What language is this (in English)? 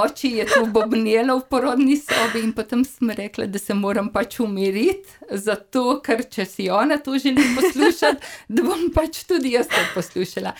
Slovenian